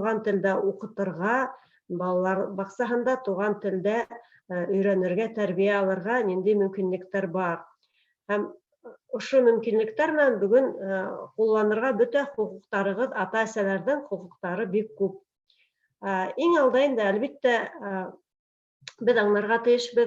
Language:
Bashkir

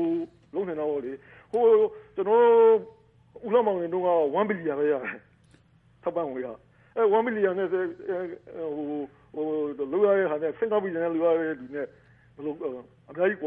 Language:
Burmese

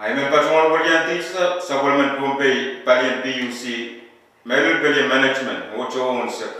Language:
Pohnpeian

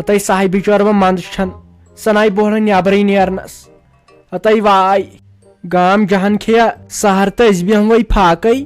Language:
Kashmiri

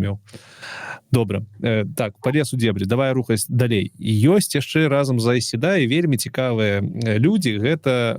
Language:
Belarusian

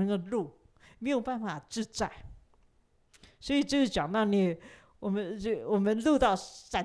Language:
Chinese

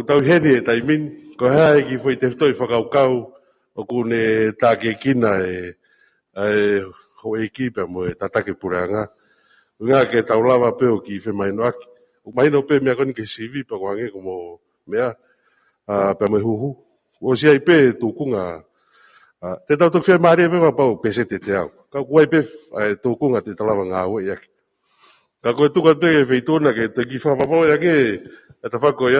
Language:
Tongan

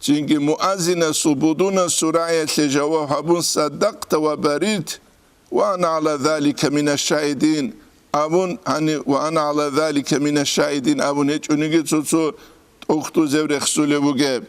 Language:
Avaric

